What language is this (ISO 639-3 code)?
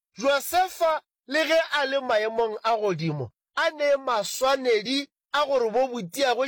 nso